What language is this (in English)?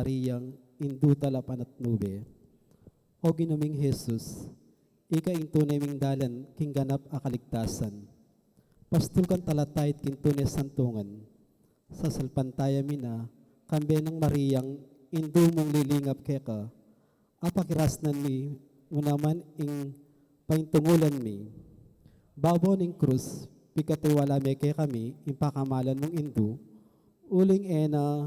Pampanga